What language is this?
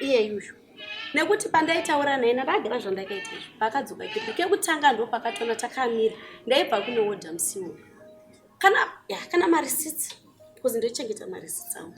Shona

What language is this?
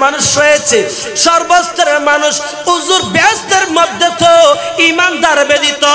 Bangla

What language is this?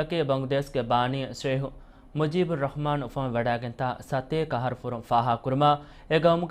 Divehi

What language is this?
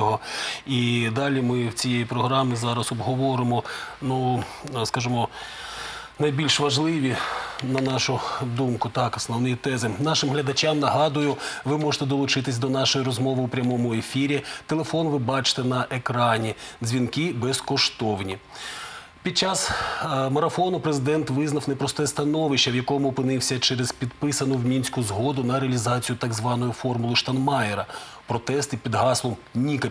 Ukrainian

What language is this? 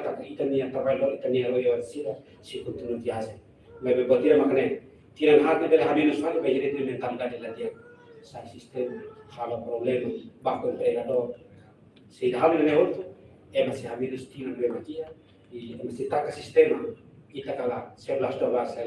Tetum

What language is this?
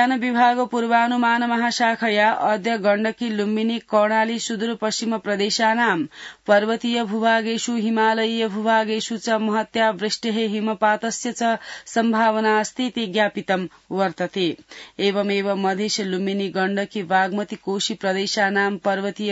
Sanskrit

